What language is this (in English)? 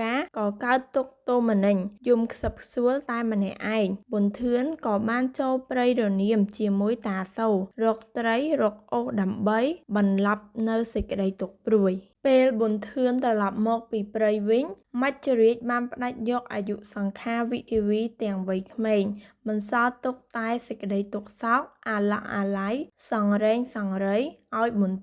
Khmer